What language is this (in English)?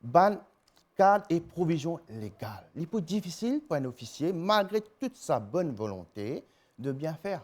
Morisyen